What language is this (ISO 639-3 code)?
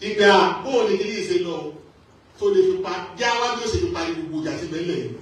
yor